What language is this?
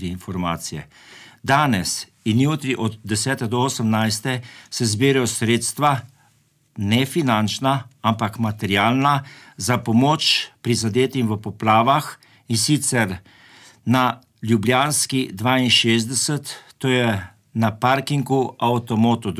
Slovenian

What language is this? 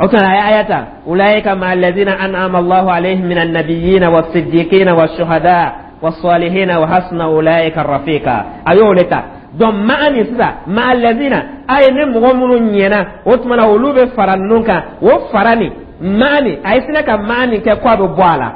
Dyula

